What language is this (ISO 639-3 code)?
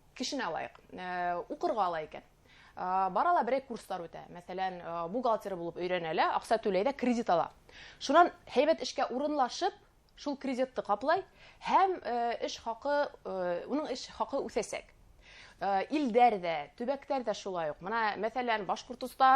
bak